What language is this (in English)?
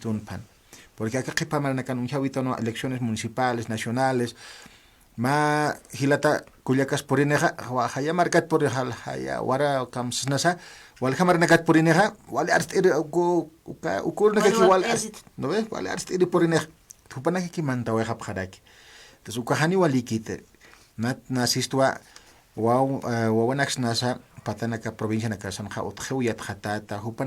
Aymara